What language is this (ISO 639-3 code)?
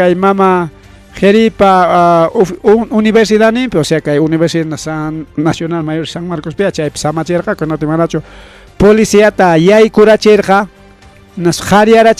quy